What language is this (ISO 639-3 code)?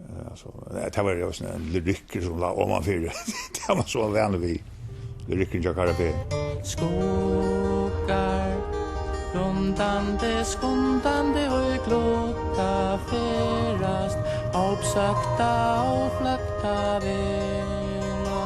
fao